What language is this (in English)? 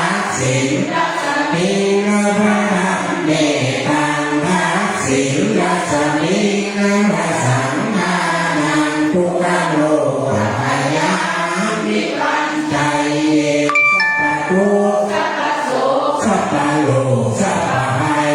Pali